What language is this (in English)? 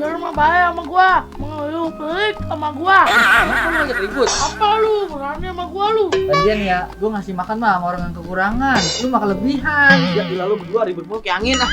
Betawi